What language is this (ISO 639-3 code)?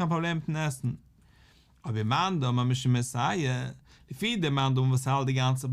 yid